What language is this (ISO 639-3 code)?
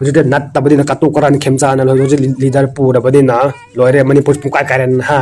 mni